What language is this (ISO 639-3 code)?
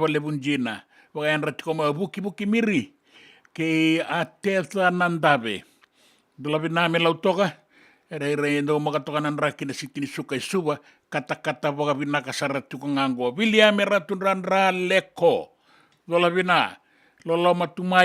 fij